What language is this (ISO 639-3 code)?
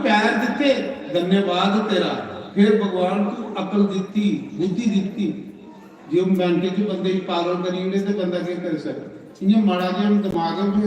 doi